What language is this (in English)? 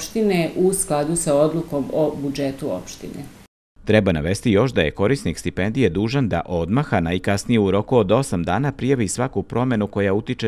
Serbian